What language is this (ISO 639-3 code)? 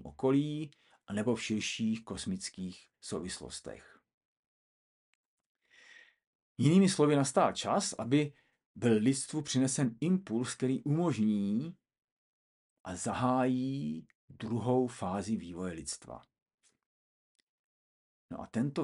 ces